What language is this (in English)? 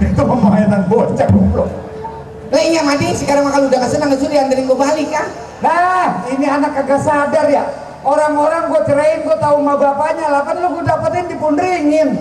Betawi